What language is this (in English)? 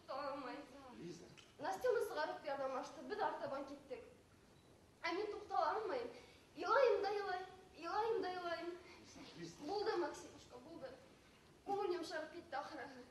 Bashkir